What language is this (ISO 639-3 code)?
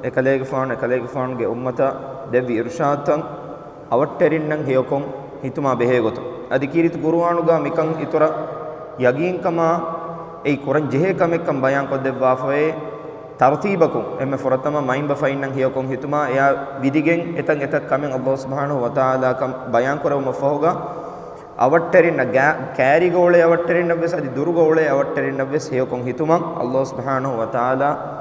div